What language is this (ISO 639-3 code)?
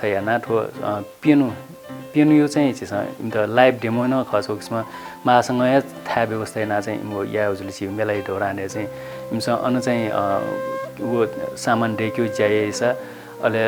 new